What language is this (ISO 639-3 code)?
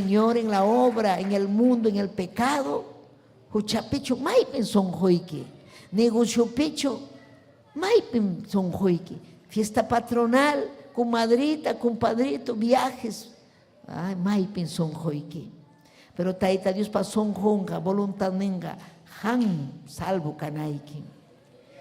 quy